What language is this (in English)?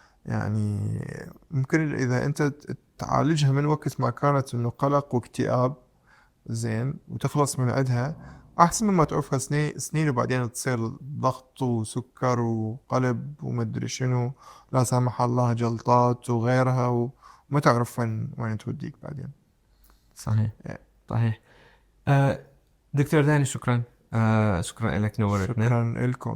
Mesopotamian Arabic